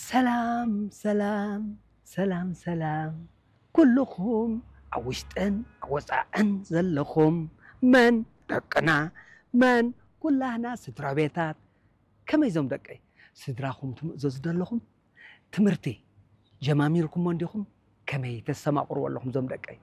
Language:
Tigrinya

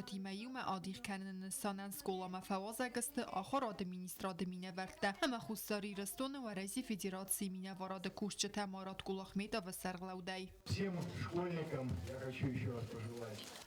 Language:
Ossetic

